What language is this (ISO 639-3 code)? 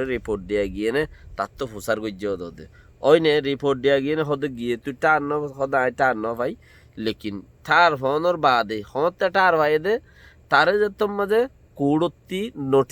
rhg